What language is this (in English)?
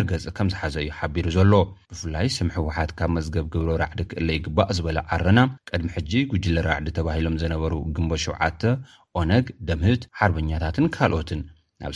Tigrinya